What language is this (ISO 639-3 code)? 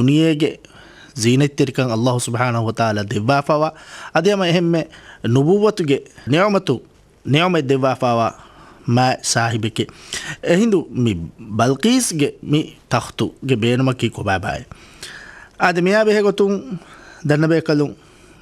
div